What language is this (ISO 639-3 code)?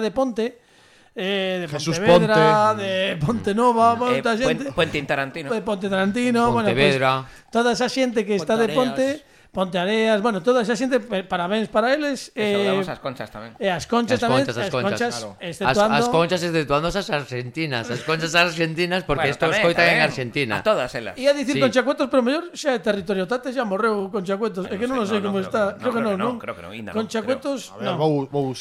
glg